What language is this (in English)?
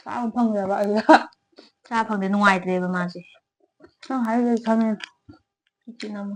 Manipuri